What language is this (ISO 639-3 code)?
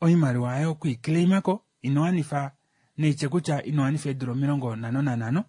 kua